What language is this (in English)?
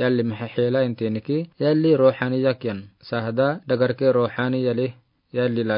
Afar